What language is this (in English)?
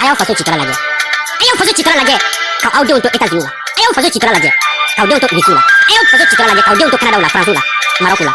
Bambara